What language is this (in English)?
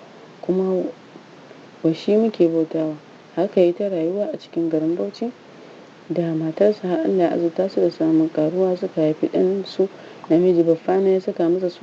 Hausa